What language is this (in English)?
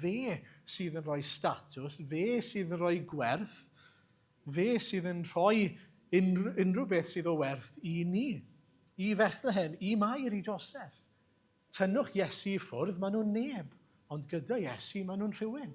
Welsh